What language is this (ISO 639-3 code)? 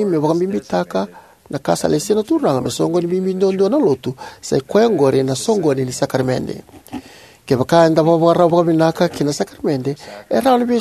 fij